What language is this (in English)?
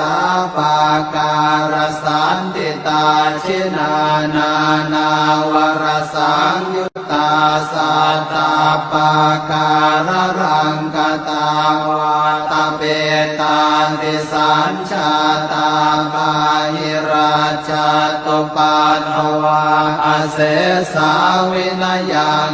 Pali